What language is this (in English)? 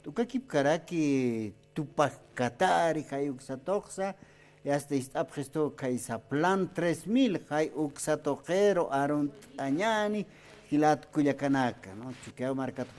Aymara